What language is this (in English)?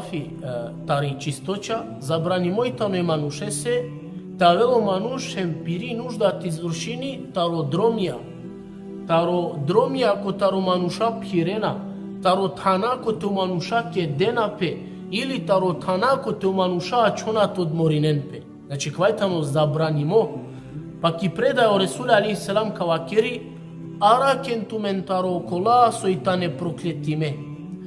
Balkan Romani